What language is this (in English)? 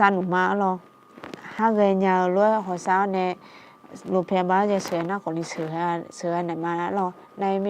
Akha